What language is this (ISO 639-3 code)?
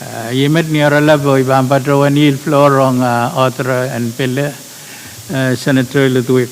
pon